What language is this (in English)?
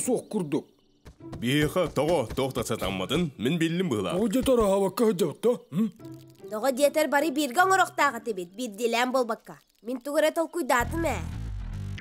Yakut